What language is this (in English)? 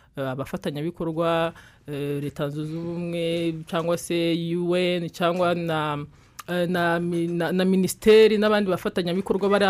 Kinyarwanda